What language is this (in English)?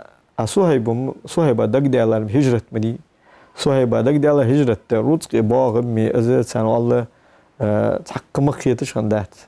Ingush